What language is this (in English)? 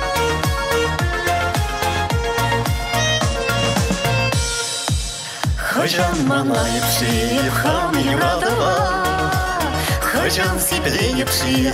Chuvash